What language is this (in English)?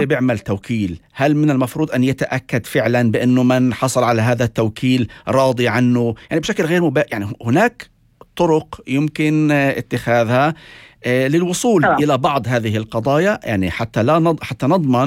North Levantine Arabic